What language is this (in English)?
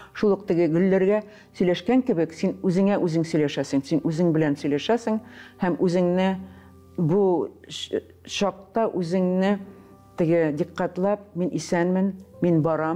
Tatar